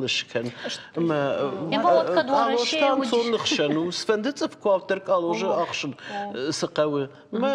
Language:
Ossetic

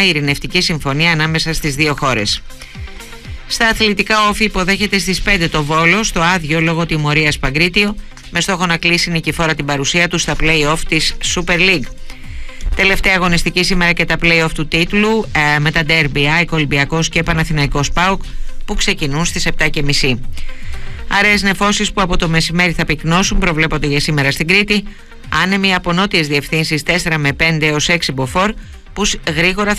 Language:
Greek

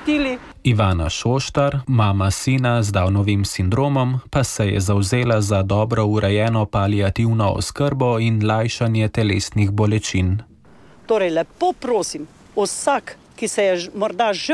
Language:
Slovenian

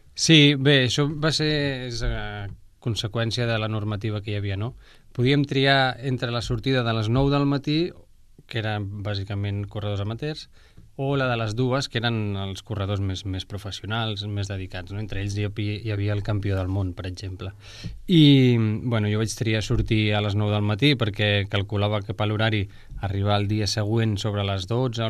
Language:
Catalan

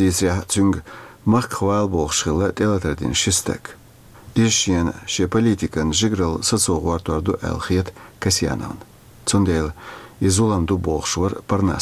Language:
Chechen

